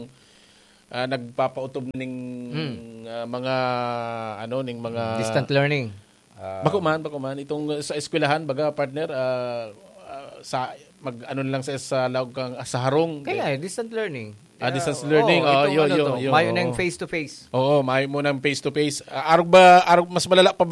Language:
Bikol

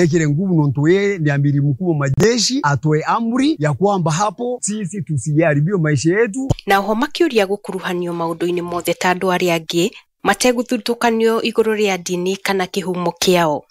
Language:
Kikuyu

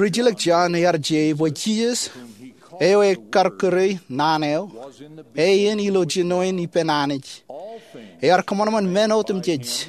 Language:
Marshallese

